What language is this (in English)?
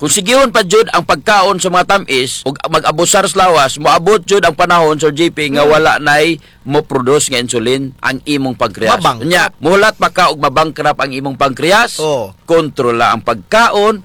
Cebuano